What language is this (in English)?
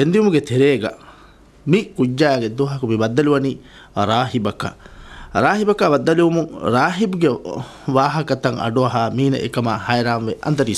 Divehi